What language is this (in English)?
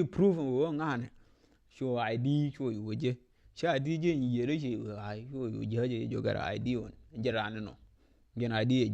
Nuer